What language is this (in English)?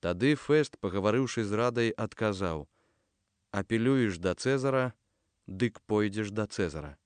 Belarusian